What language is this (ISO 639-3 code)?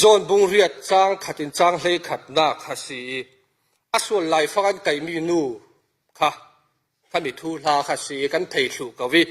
cfm